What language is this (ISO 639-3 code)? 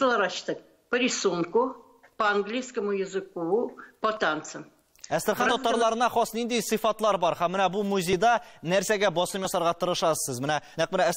tat